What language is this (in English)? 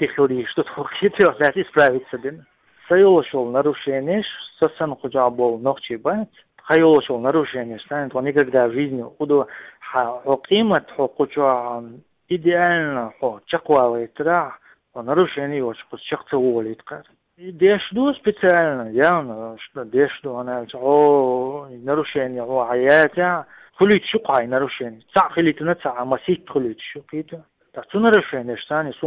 Chechen